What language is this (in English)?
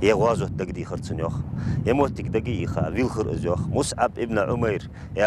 Ingush